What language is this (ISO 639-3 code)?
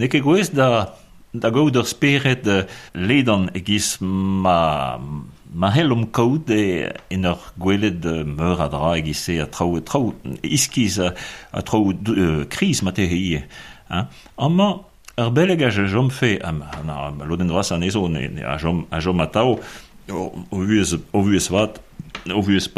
bre